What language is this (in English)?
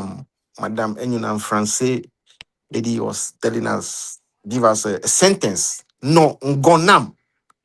Ewe